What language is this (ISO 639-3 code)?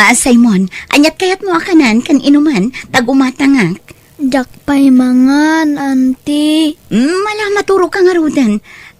ilo